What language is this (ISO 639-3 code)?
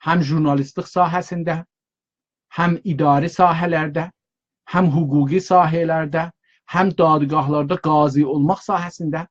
azb